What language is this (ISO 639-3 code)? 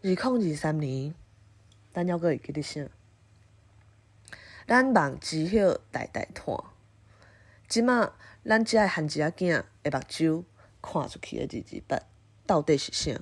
nan